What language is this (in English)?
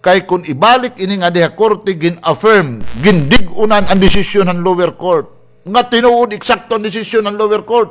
Waray